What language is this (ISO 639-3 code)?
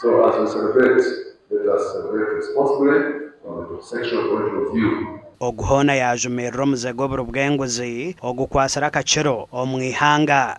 nyn